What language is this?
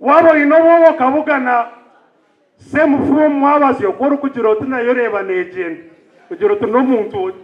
Nyankole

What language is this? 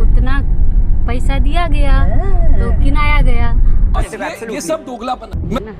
Maithili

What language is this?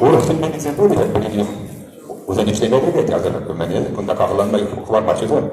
Chuvash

